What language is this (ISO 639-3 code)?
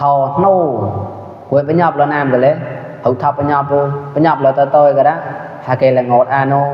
mnw